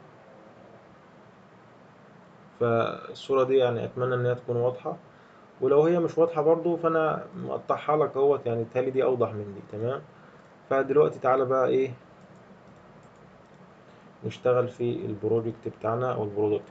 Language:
Egyptian Arabic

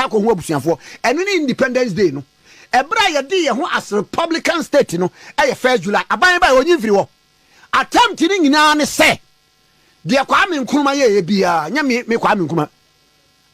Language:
Akan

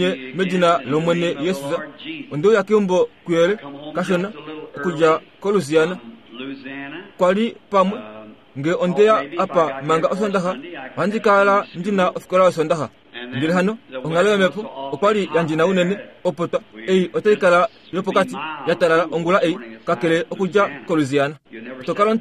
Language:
Kuanyama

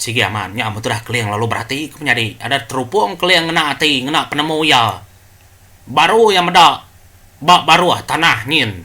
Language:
Iban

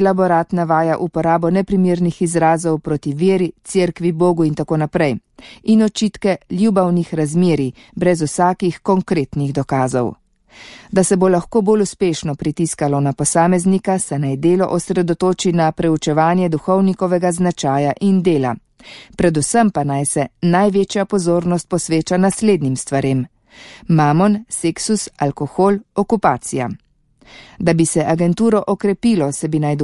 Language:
Slovenian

